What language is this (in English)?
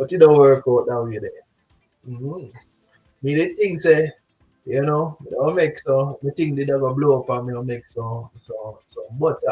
Jamaican Creole English